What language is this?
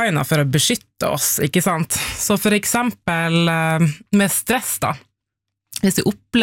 Norwegian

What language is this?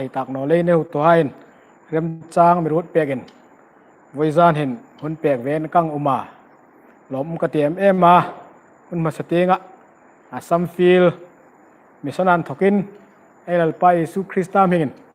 Hmar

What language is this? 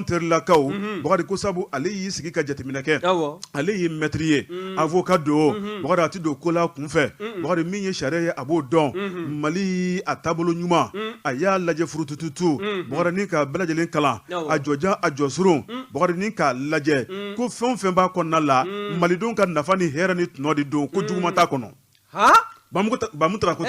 Bambara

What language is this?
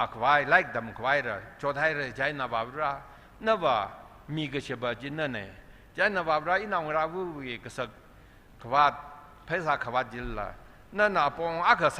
Tangkhul Naga (India)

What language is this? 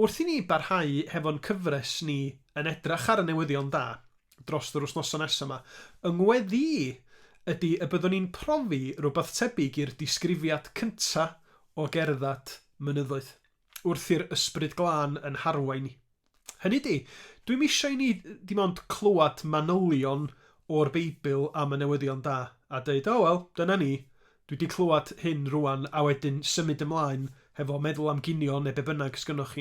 Welsh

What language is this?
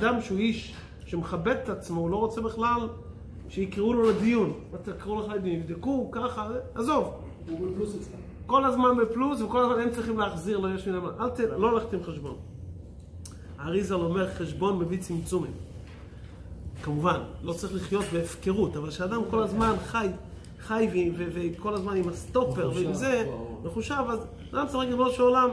Hebrew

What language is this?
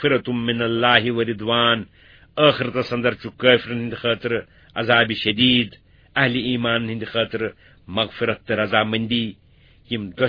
Kashmiri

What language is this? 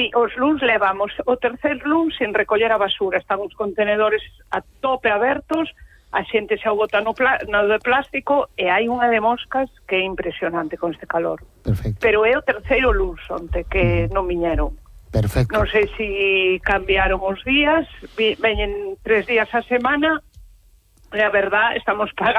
Galician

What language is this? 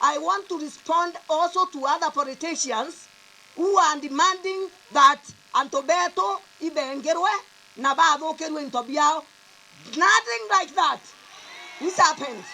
Meru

